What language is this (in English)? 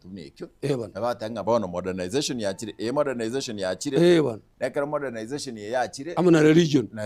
Gusii